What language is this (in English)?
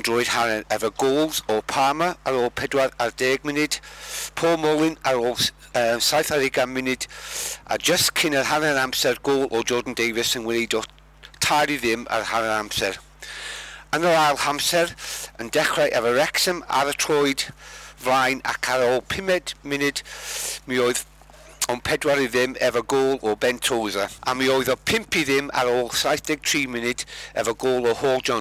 Welsh